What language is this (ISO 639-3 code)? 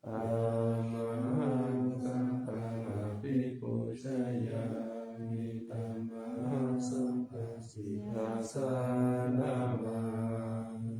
pli